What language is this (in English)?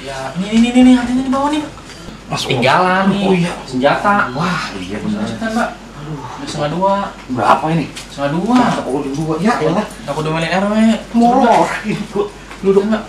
Betawi